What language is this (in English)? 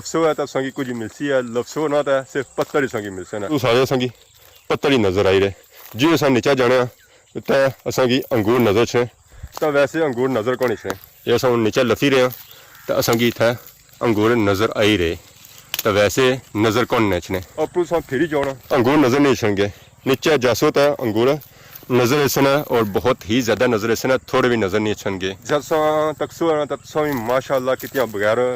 Pahari-Potwari